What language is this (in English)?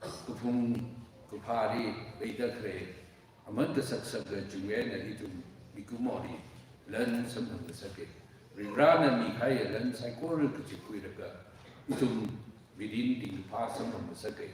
Tangkhul Naga (India)